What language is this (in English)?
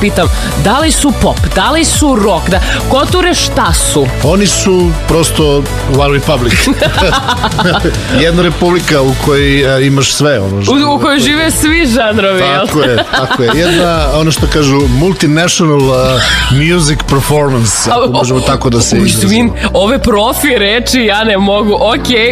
Serbian